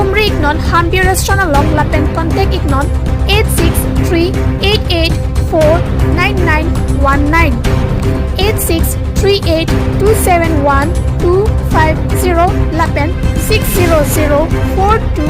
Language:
Karbi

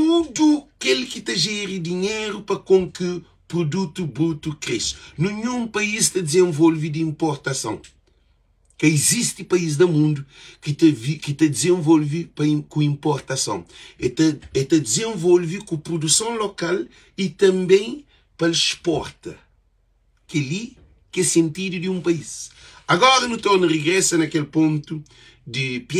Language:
Kabuverdianu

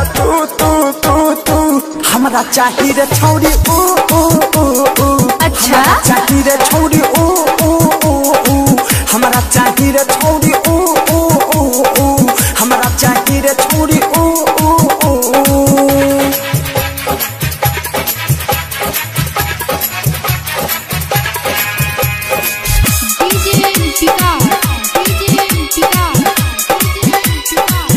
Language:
Bhojpuri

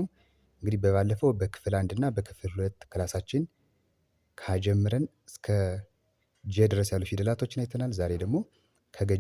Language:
Amharic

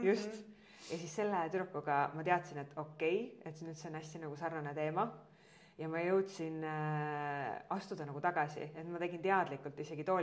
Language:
Estonian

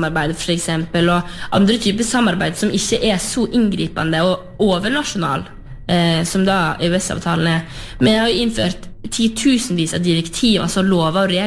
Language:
Norwegian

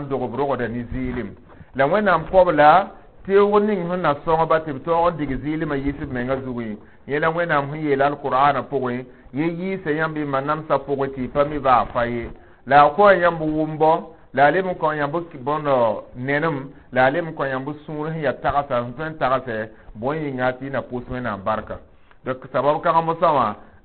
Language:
Mossi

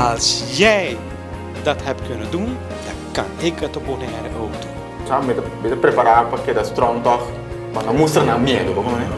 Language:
Papiamento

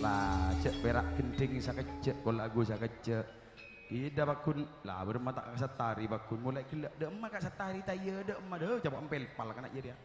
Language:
Madurese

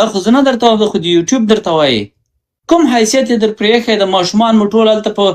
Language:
Pashto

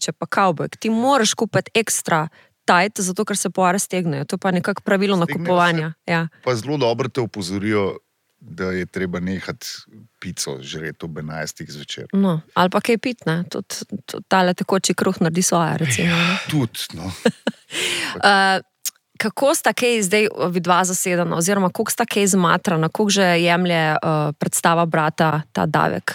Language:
Slovenian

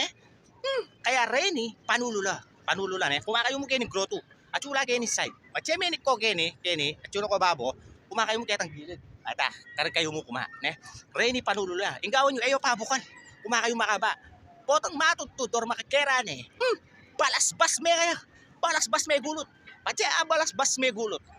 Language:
Pampanga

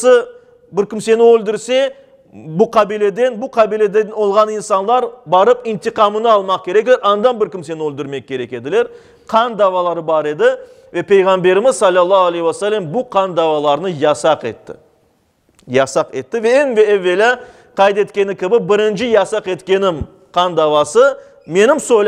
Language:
Crimean Tatar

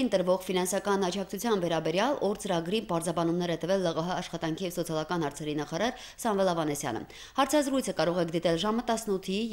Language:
Armenian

